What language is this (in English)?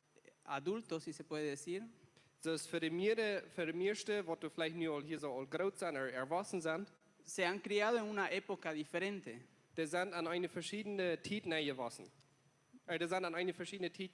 Plautdietsch